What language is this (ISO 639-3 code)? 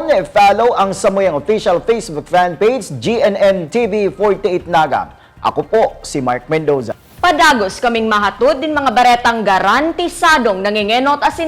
bik